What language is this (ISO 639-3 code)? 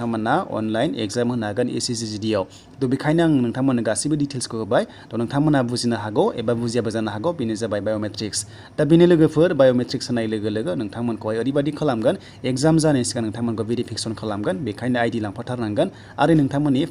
brx